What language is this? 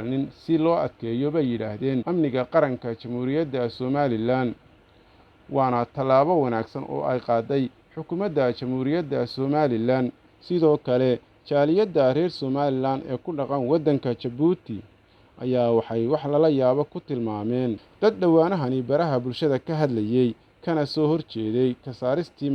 Somali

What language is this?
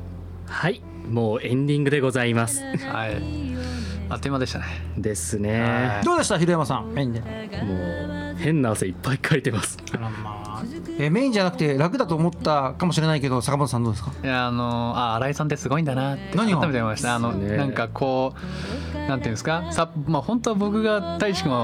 Japanese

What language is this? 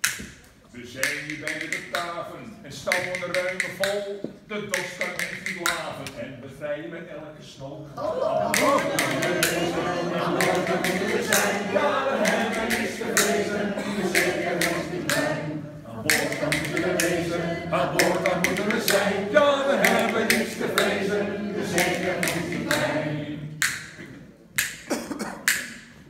Dutch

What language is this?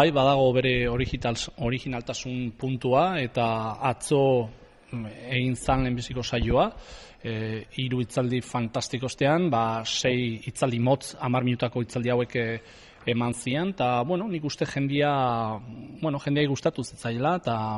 Basque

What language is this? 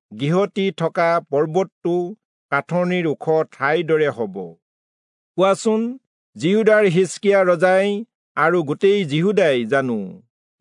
Assamese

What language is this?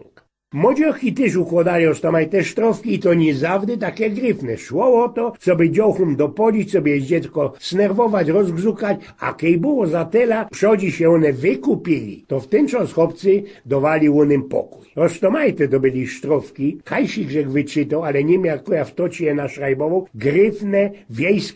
Silesian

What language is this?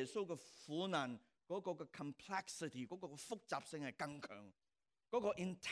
Cantonese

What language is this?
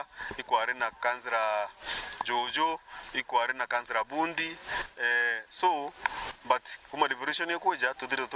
Meru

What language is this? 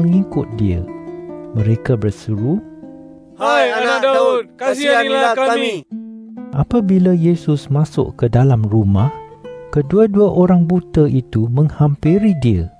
Malay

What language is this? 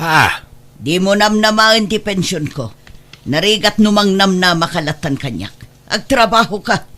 Iloko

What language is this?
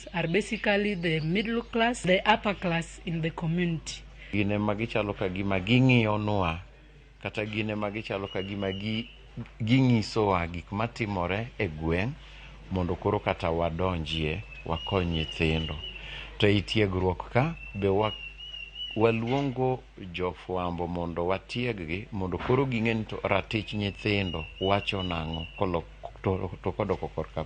Luo (Kenya and Tanzania)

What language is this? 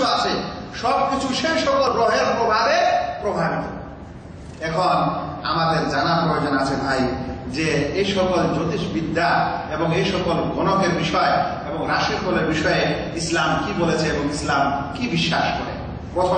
Bangla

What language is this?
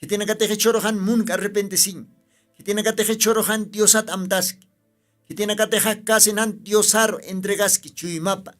Aymara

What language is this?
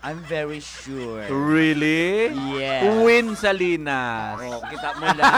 Hiligaynon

